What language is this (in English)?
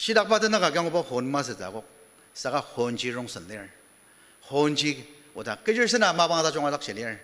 Ao Naga